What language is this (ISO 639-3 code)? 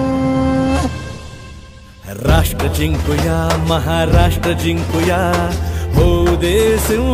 mar